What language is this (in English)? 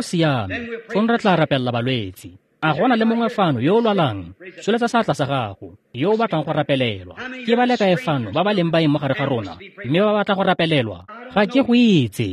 Tswana